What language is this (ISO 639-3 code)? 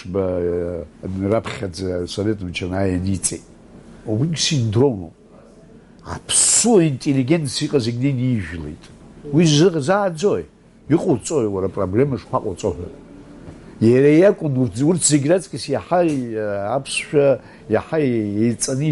abk